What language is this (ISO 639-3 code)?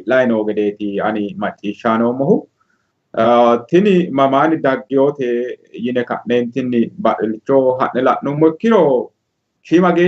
sid